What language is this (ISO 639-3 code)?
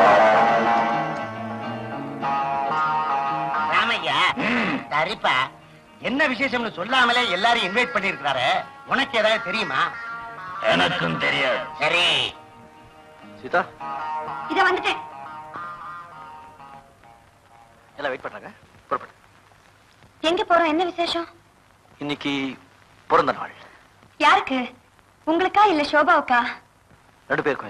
tam